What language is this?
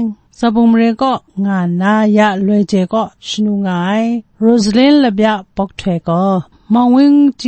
Kachin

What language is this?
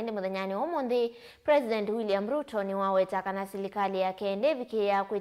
Kamba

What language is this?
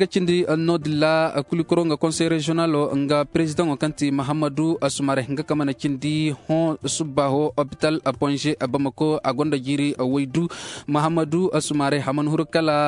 Zarma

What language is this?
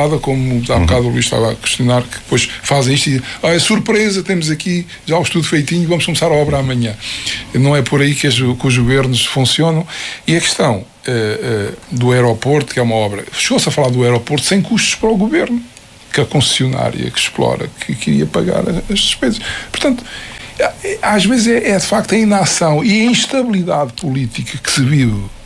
Portuguese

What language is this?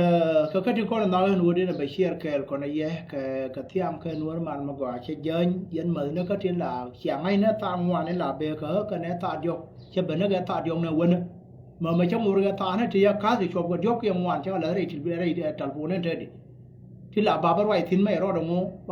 Nuer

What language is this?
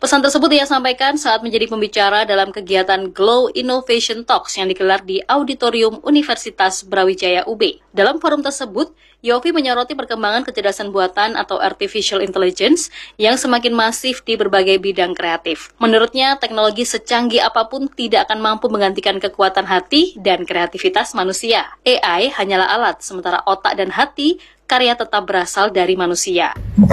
Indonesian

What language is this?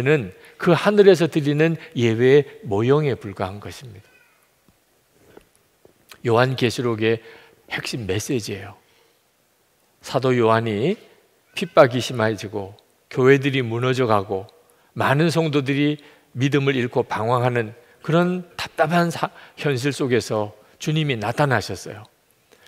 Korean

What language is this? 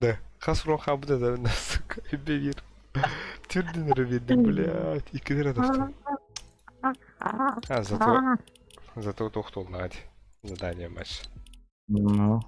Yakut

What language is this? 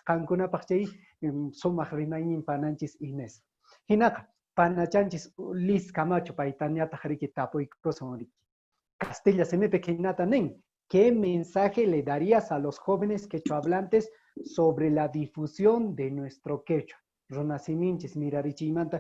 Quechua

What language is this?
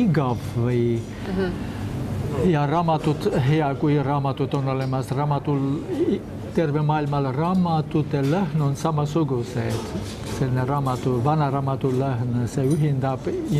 Estonian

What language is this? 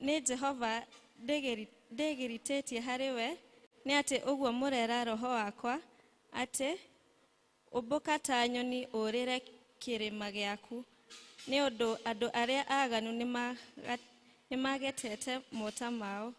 Kikuyu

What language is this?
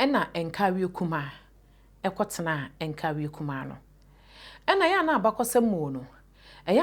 Akan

